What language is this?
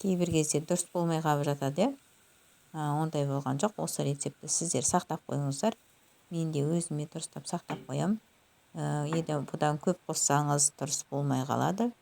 Kazakh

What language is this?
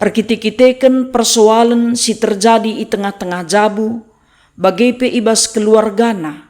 Batak Karo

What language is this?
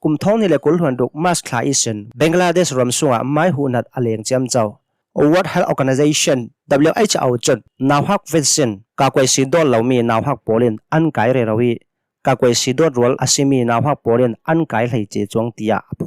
Hakha Chin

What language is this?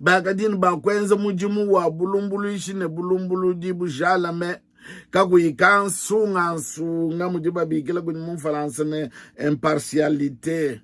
Luba-Lulua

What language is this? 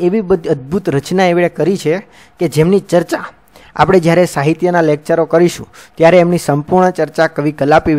Gujarati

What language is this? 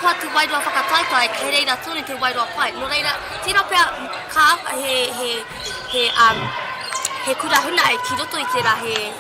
Māori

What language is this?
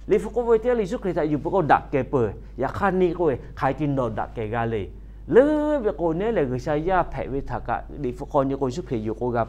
Lahu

